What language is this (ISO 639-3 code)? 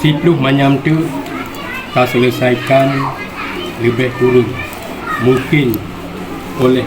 ace